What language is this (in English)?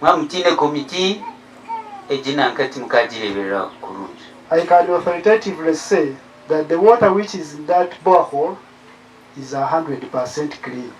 Nyankole